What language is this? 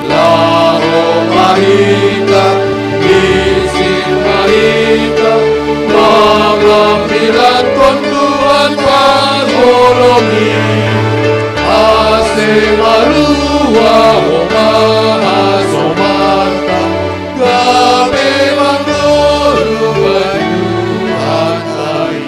Batak Simalungun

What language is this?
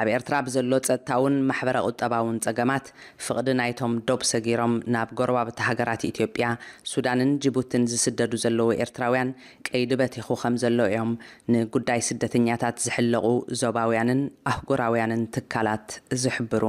Tigrinya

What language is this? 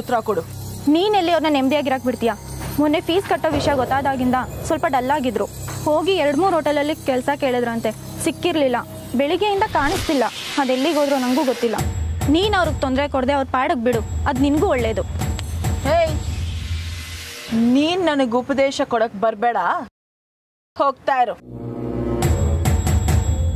Kannada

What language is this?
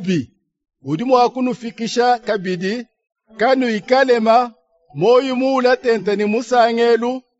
Luba-Lulua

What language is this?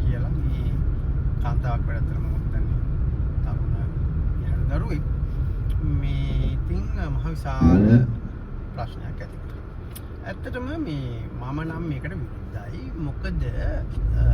Sinhala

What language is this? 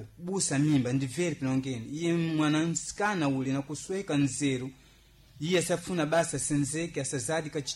Sena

